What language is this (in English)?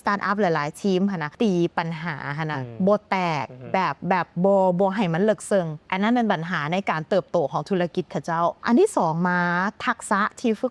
Lao